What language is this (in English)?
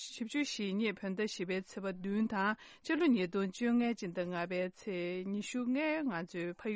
Tibetan